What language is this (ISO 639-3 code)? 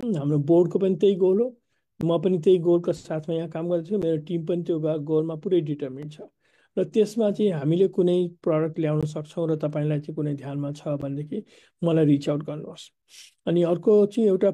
nep